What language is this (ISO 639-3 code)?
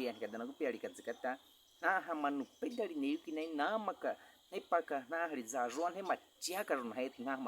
bwi